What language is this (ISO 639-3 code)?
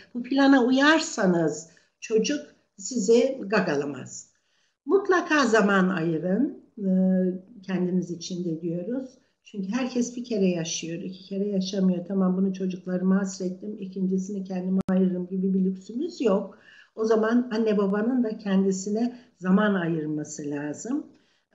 tur